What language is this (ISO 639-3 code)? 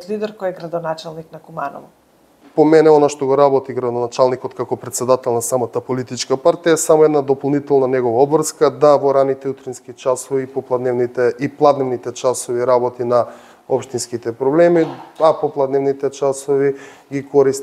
mkd